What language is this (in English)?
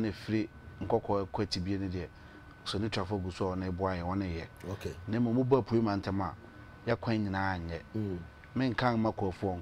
Akan